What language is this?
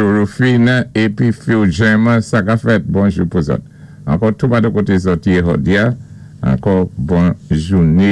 Saint Lucian Creole French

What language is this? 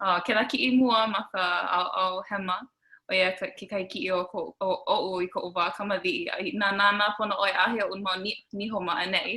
Hawaiian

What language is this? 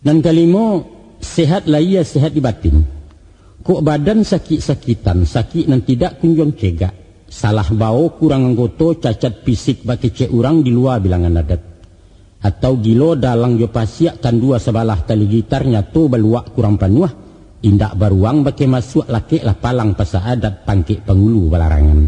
Minangkabau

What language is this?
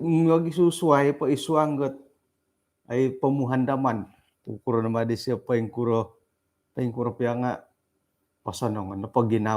Central Dusun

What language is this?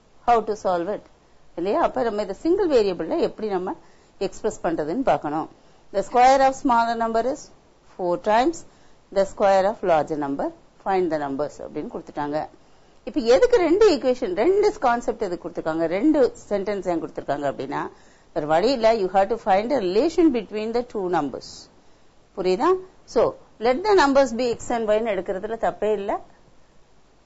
Tamil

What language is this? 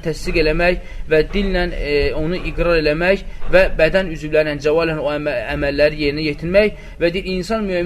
Azerbaijani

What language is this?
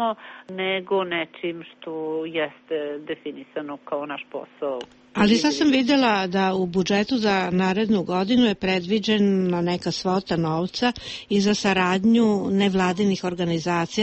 Serbian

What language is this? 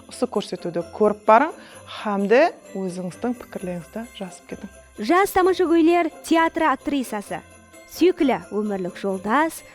Kara-Kalpak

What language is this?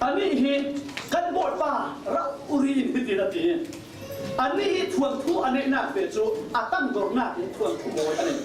Falam Chin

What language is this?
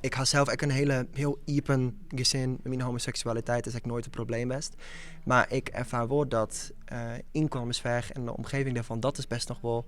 Western Frisian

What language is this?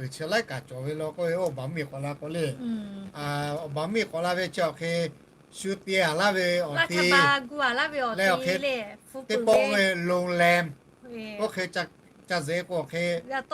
Lahu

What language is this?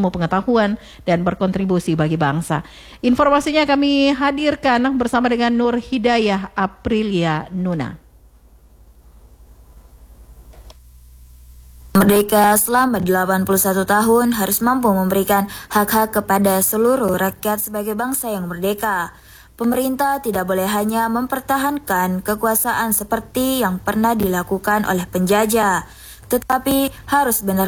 Indonesian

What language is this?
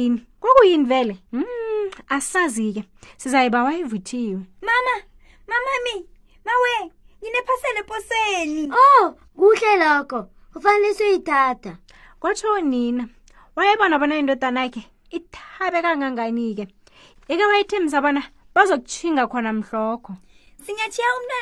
South Ndebele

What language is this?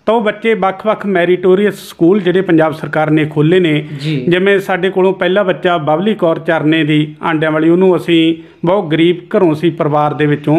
Punjabi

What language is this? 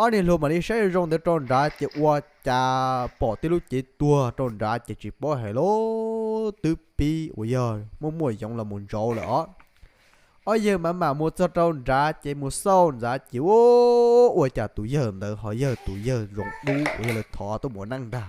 Hmong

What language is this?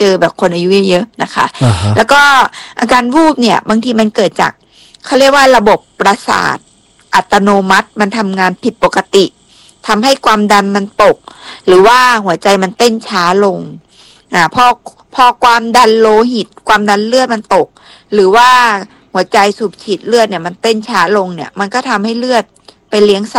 Thai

